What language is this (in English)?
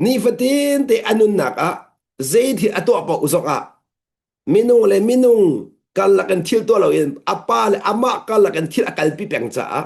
Hakha Chin